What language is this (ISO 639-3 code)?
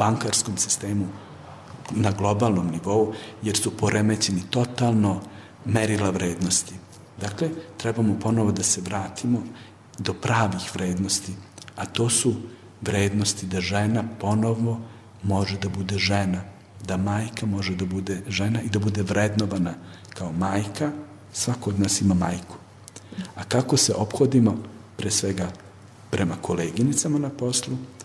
srp